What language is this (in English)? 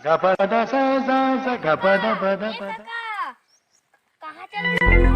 Chhattisgarhi